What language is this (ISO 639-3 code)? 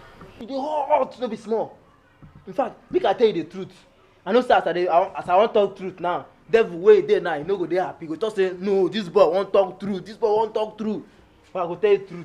pcm